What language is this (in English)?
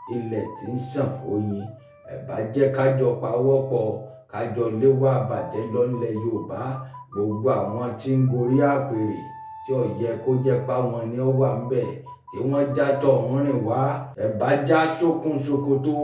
Yoruba